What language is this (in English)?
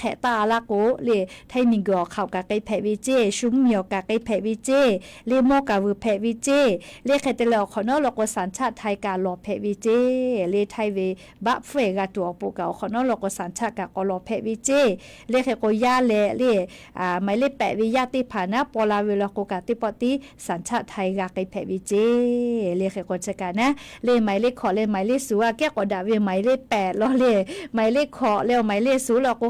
Lahu